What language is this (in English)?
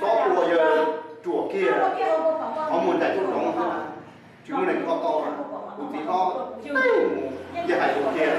Hmong